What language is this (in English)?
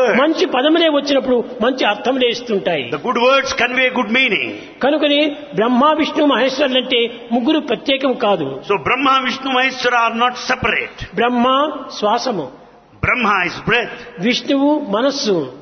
Telugu